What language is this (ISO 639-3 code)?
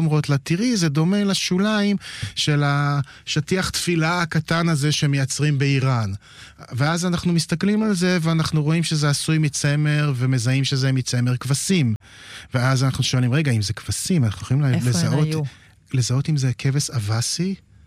heb